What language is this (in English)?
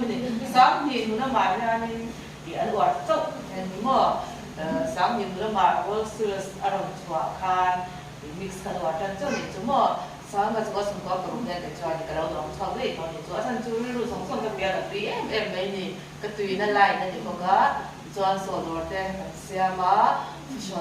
Mizo